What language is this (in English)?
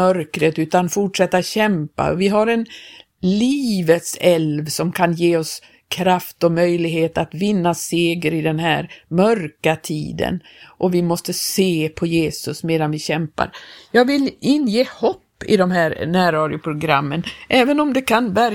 Swedish